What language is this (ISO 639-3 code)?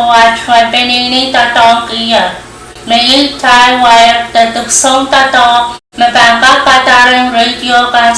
pon